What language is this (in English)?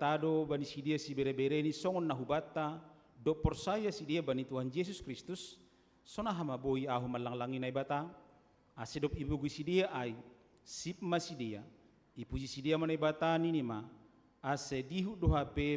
Batak Simalungun